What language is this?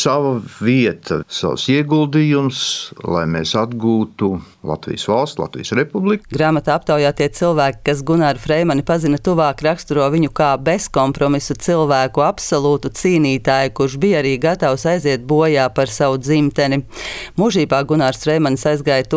Latvian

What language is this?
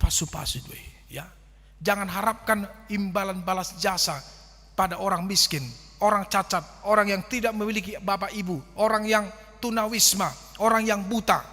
Batak Toba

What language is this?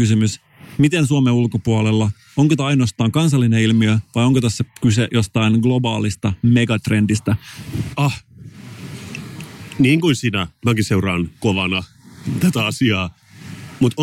Finnish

